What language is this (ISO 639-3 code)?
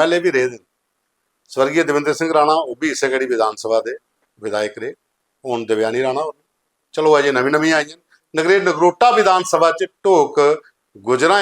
doi